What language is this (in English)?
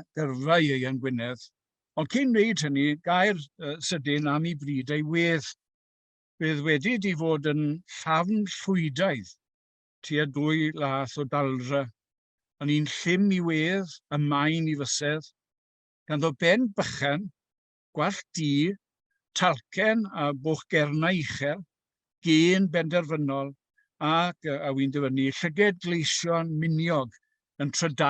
Welsh